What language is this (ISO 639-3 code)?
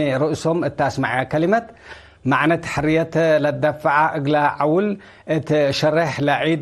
tig